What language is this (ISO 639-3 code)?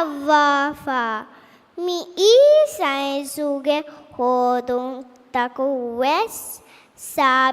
div